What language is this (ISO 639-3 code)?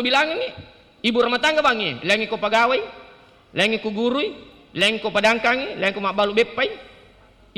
bug